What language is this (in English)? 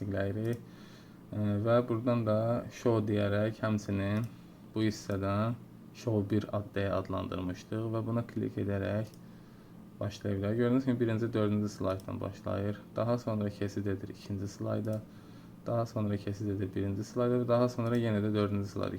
Azerbaijani